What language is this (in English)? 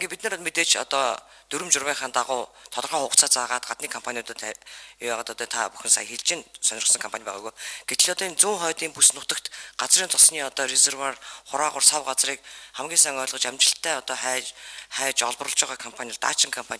Mongolian